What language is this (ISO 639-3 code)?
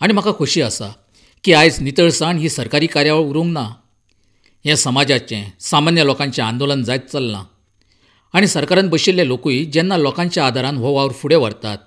kok